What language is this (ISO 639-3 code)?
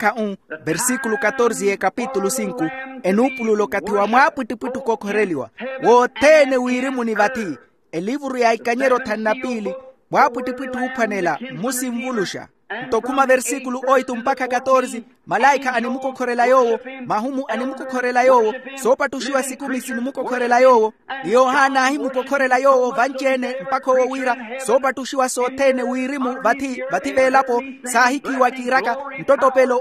vmw